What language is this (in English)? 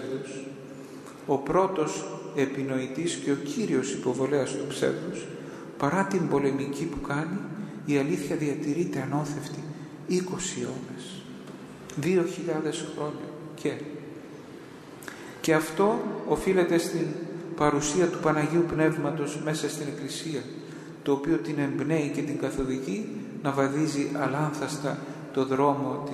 Greek